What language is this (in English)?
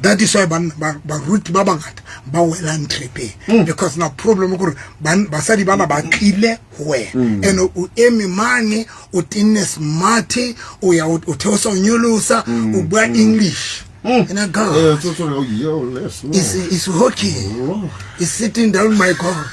Southern Sotho